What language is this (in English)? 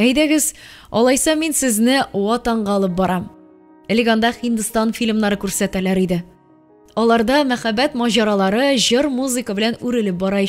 Tatar